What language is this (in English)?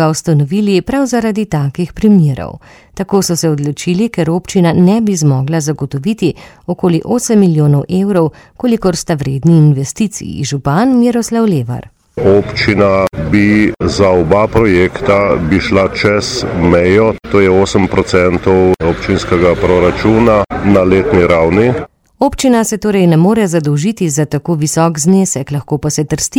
Slovenian